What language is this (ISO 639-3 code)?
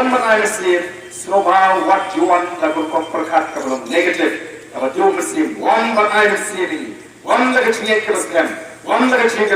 kha